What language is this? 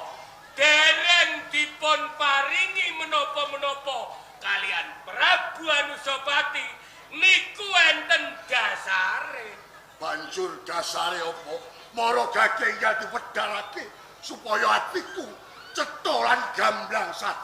Javanese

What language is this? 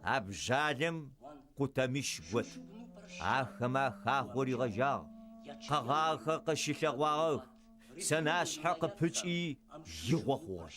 Adyghe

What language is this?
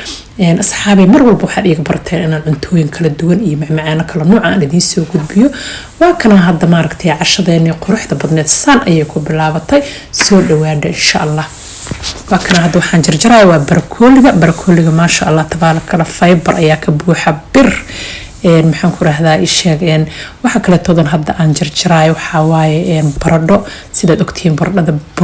Somali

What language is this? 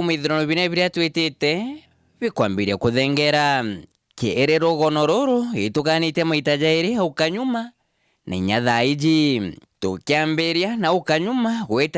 Meru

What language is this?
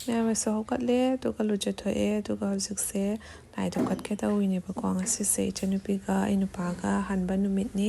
Manipuri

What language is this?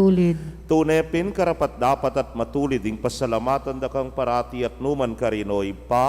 Pampanga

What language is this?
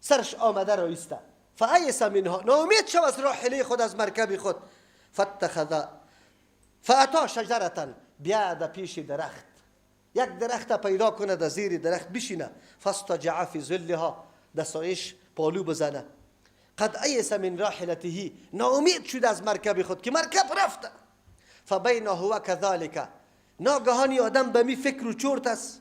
Persian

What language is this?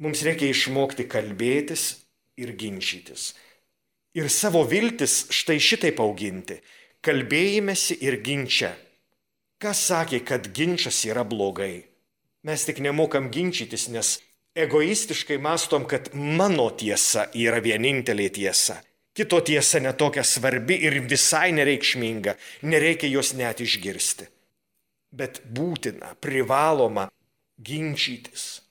Lithuanian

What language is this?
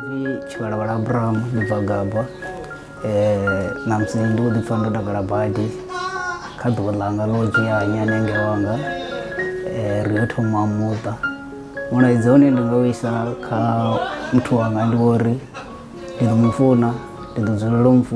Venda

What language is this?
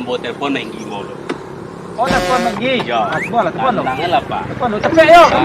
Minangkabau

